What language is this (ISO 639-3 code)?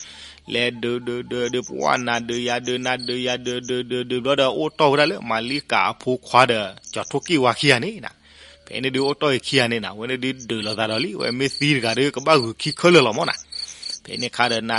ksw